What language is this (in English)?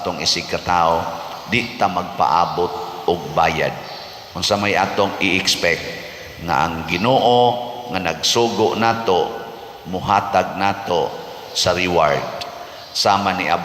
Cebuano